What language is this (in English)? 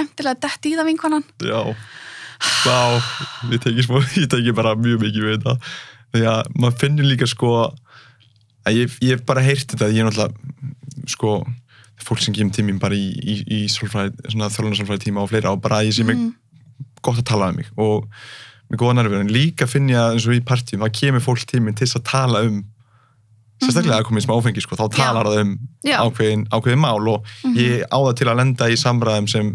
Icelandic